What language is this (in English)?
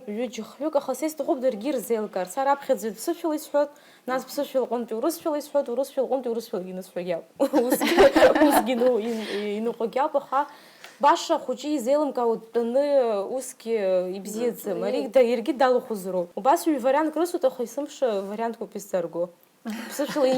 Abkhazian